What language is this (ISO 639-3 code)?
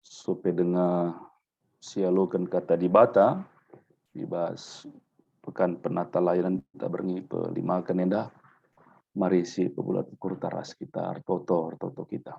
btx